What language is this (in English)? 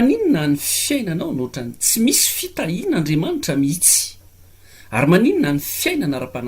Malagasy